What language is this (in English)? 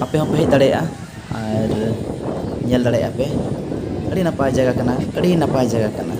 Santali